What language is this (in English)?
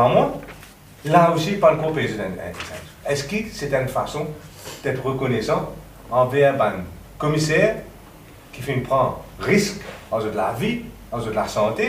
Morisyen